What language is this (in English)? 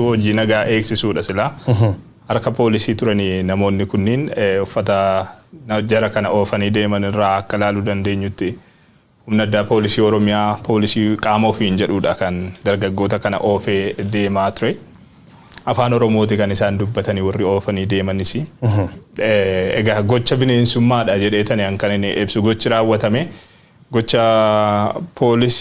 Oromo